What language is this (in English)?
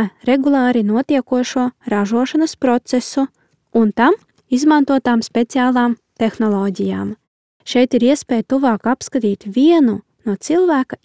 Latvian